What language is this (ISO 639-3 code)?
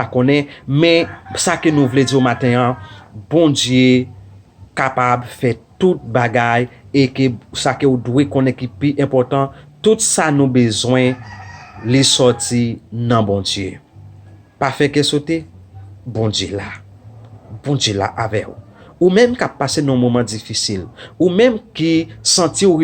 hat